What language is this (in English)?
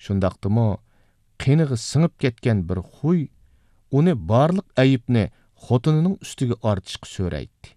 Uyghur